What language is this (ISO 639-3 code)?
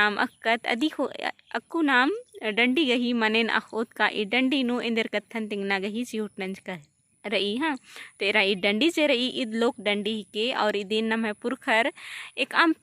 kru